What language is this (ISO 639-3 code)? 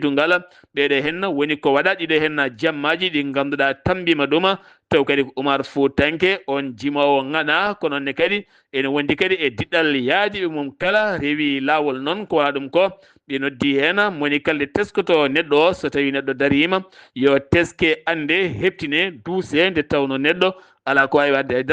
ful